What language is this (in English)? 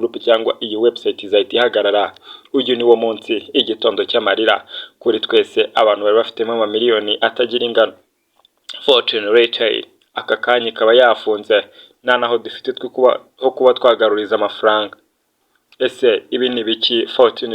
Kinyarwanda